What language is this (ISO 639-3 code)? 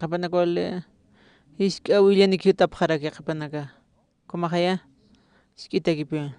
aym